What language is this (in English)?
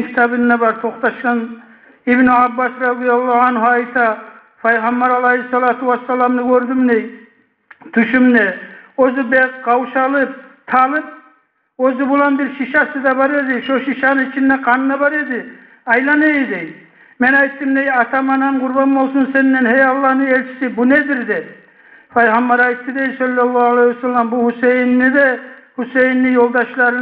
Kumyk